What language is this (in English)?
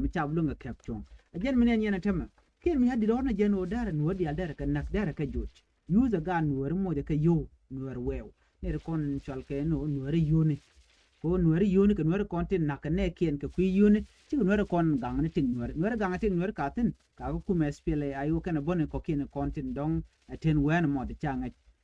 Nuer